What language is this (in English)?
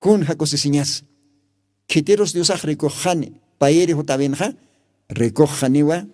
Aymara